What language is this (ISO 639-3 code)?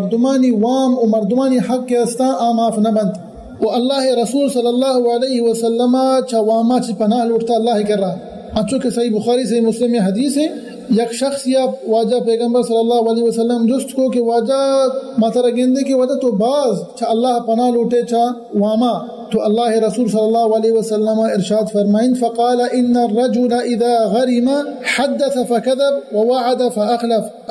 bal